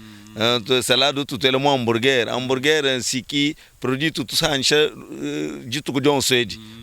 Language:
Luba-Lulua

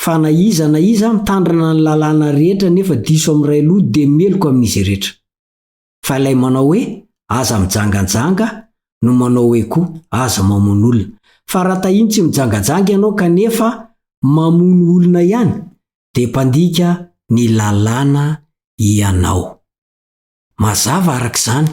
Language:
Malagasy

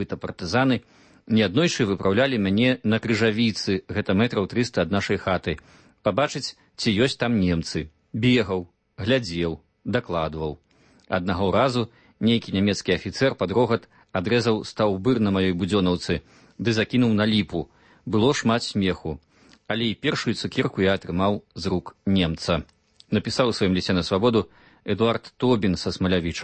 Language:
Belarusian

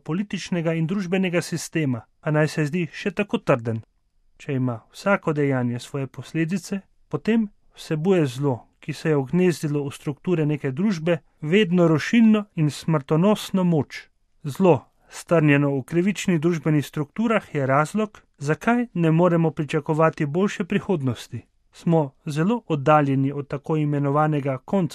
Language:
Slovenian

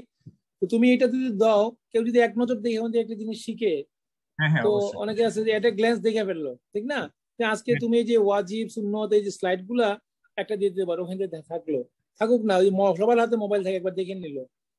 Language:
Bangla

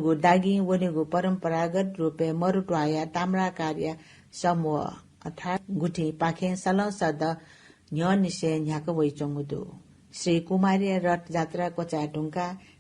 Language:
Newari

